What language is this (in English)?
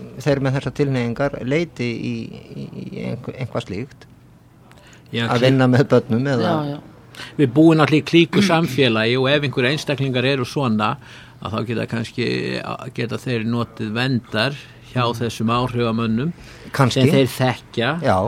Icelandic